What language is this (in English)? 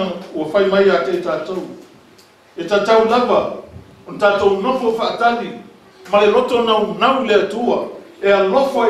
Samoan